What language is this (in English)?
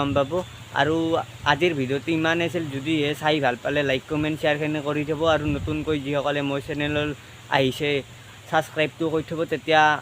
Assamese